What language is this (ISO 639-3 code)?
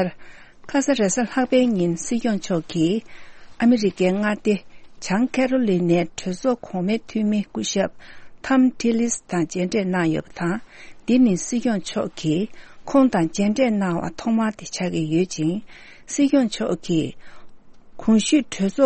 bod